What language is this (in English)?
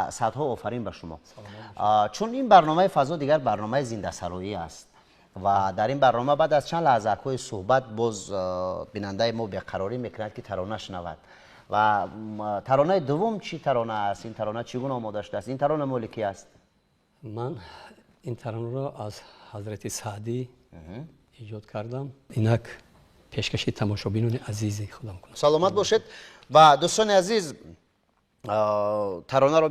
Tajik